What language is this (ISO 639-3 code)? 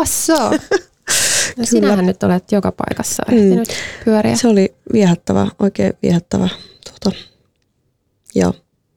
fin